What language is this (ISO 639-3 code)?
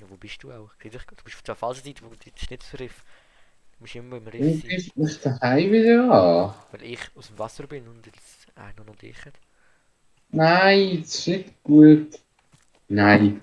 gsw